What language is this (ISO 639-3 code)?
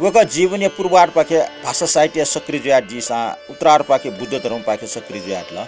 new